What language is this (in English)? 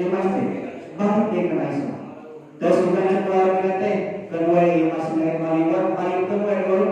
Sundanese